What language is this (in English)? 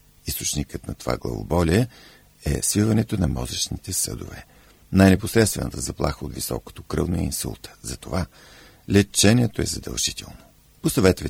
Bulgarian